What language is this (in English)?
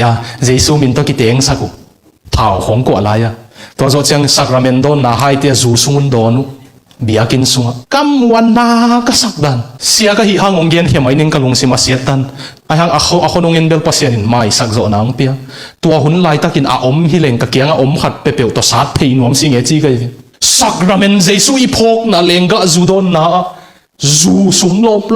Tedim Chin